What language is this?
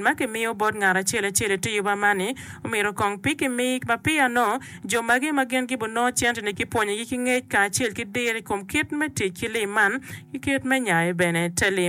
Acoli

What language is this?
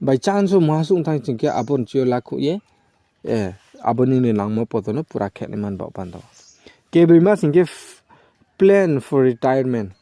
Riang (India)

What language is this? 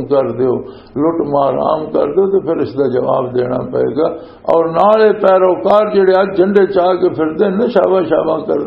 Western Panjabi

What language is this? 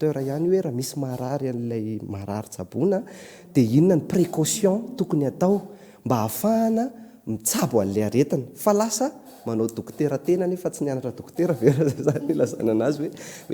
Malagasy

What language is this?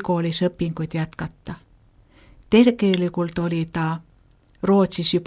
Estonian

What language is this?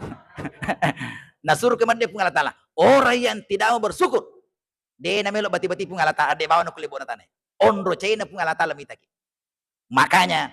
Buginese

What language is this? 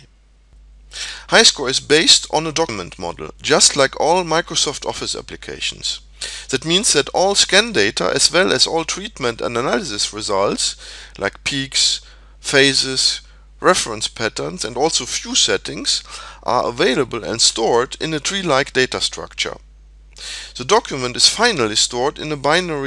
English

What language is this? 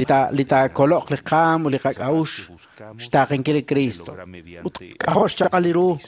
Kekchí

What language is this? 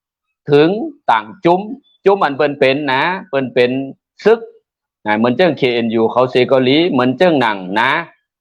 Shan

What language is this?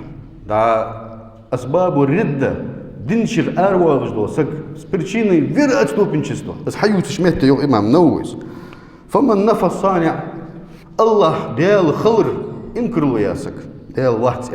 Ingush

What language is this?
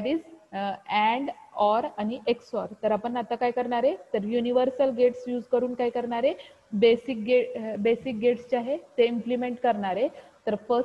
Marathi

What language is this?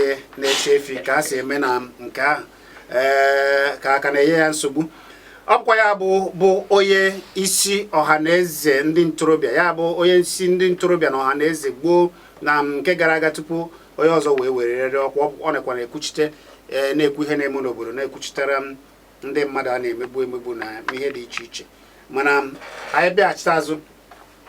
Igbo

